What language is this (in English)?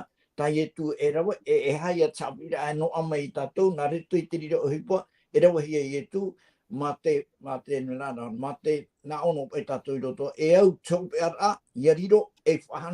Tahitian